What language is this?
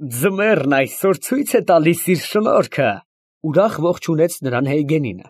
Armenian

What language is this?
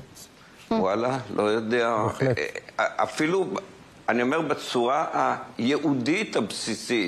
Hebrew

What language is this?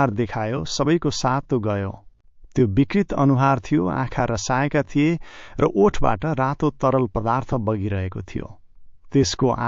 Nepali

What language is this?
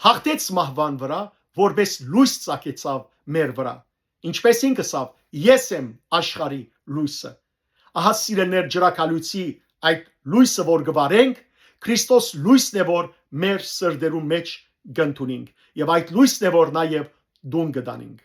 Western Armenian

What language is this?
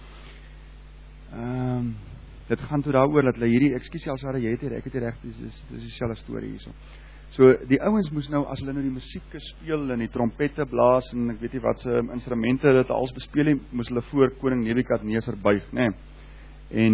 Afrikaans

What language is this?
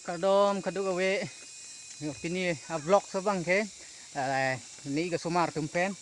Karbi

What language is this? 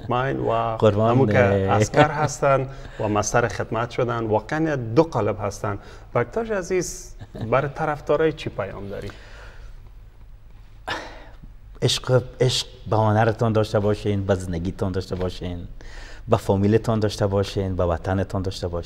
Persian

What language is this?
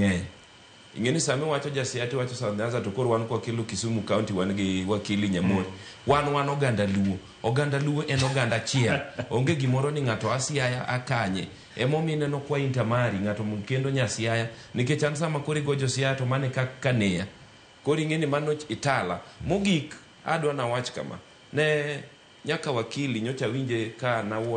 Luo (Kenya and Tanzania)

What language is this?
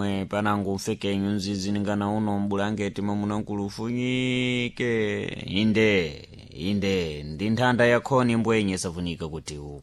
Sena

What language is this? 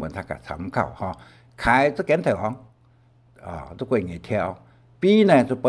Hakka Chinese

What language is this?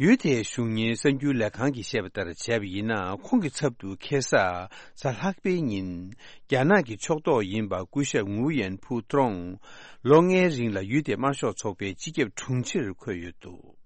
Tibetan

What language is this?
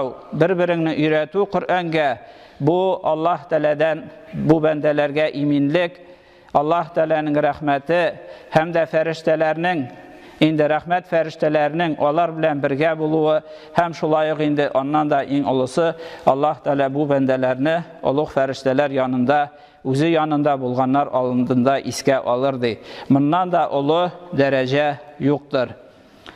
Tatar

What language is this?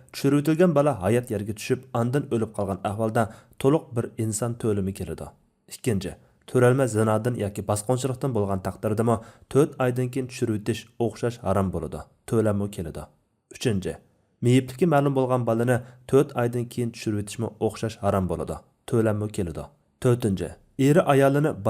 Uyghur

